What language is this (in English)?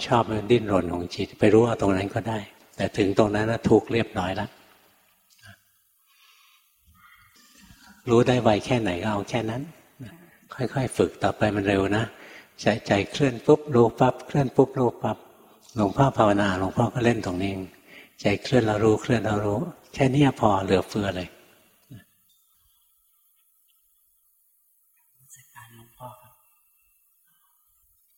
Thai